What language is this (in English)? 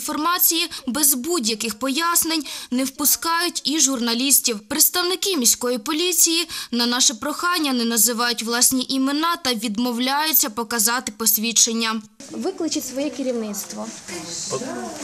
Ukrainian